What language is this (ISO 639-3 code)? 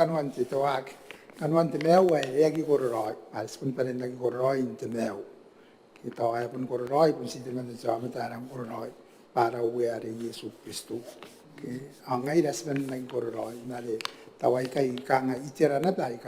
gil